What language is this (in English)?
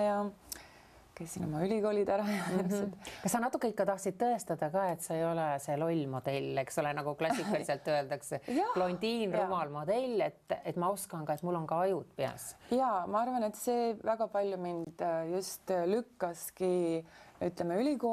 Estonian